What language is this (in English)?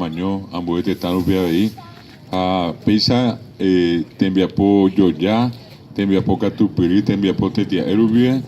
Guarani